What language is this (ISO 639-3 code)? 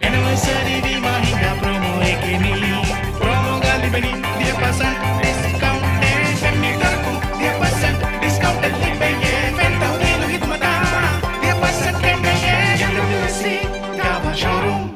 div